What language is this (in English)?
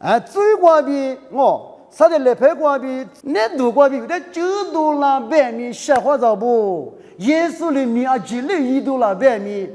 Lisu